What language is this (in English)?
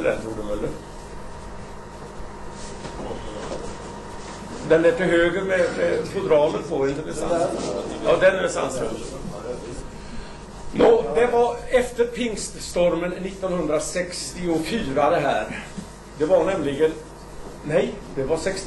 Swedish